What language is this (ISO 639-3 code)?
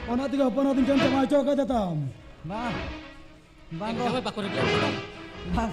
sat